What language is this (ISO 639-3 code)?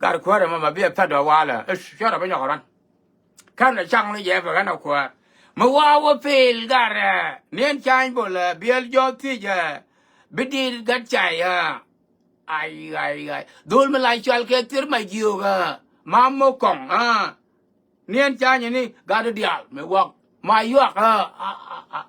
nus